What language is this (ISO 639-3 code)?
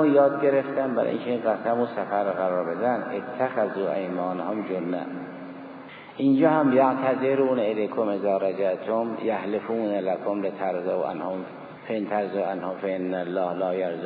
fas